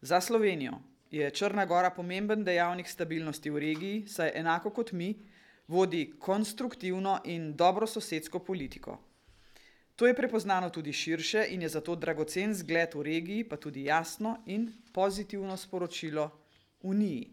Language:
Slovenian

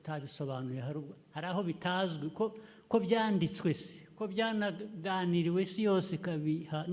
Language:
Kinyarwanda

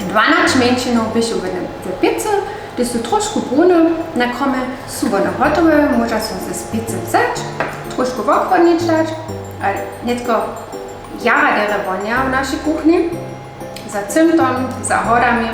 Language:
Upper Sorbian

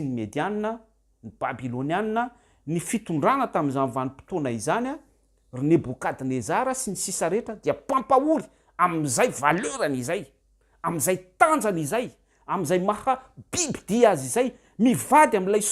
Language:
Malagasy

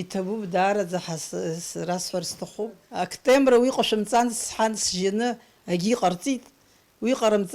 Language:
Abkhazian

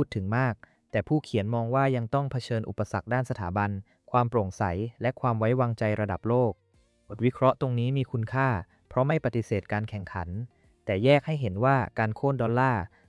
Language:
Thai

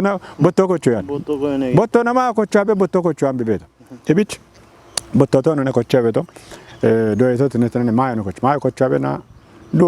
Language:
Kafa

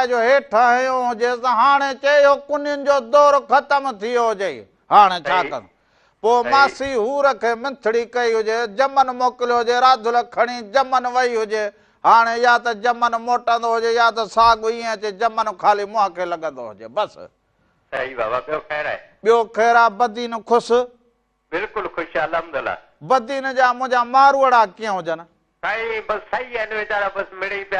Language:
Sindhi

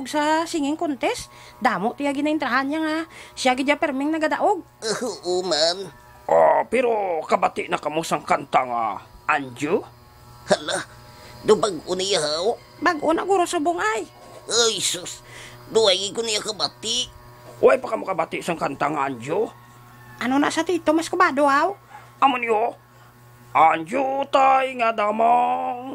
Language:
Hiligaynon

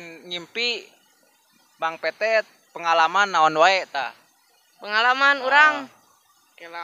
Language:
Sundanese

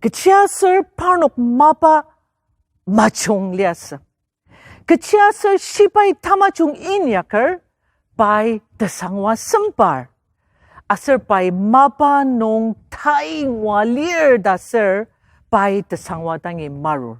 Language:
Ao Naga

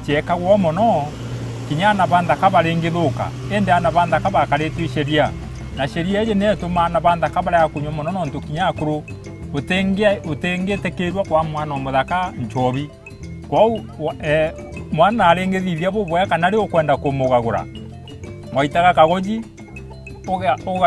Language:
Meru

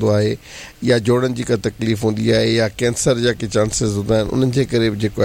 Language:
Sindhi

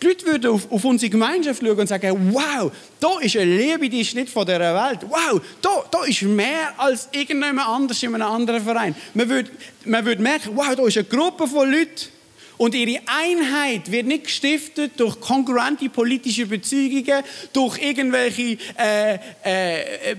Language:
Swiss German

